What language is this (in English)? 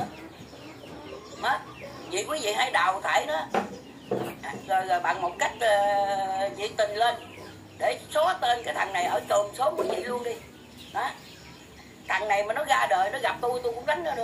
Vietnamese